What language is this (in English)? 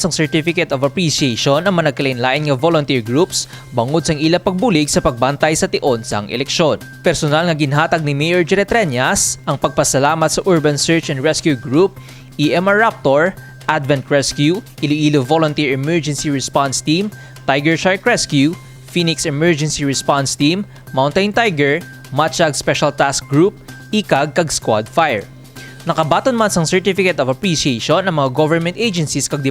Hiligaynon